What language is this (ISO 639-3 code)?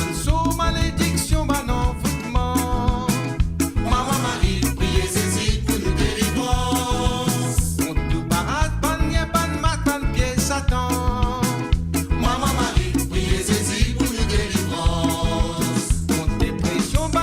mfe